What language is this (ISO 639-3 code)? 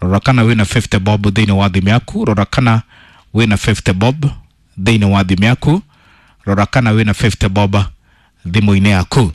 kik